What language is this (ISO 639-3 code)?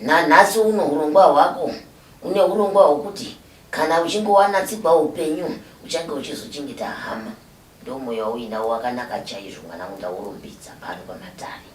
sna